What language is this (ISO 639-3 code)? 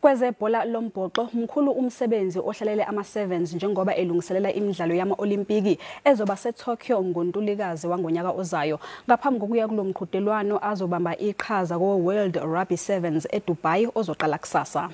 zul